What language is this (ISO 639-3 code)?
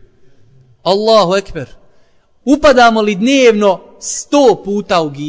bos